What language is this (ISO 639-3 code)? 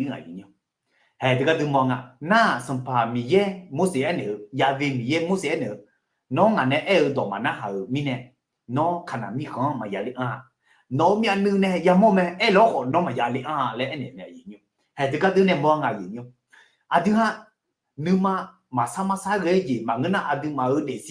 ahk